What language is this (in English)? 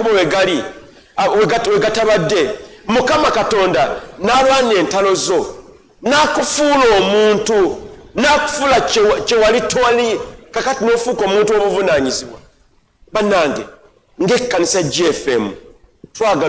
Ganda